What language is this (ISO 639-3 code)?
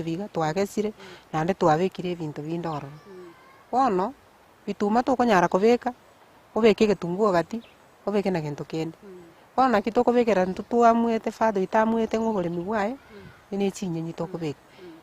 guz